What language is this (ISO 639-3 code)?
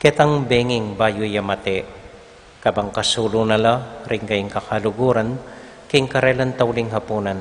pam